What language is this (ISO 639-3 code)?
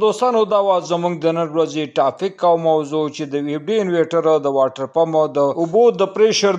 pus